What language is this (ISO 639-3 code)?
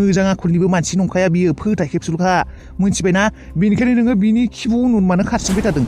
brx